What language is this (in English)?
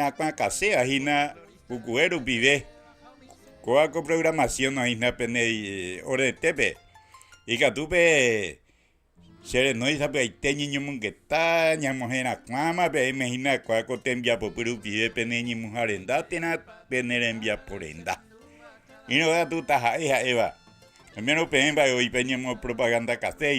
Guarani